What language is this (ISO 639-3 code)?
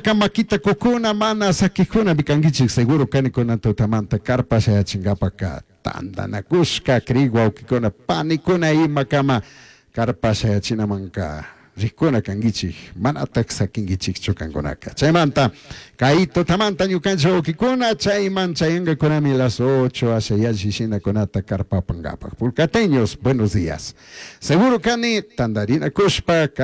qug